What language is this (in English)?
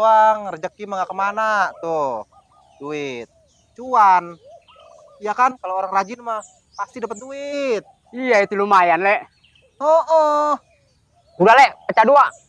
Betawi